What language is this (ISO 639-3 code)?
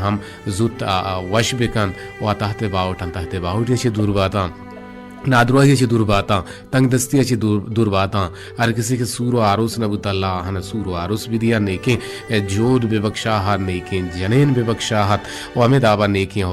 bal